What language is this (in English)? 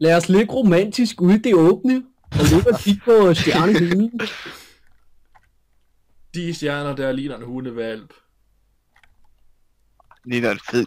Danish